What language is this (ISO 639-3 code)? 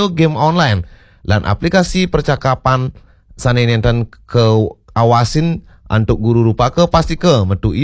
ban